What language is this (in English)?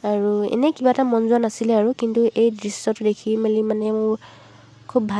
Assamese